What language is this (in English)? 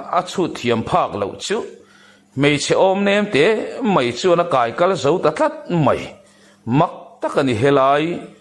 Mizo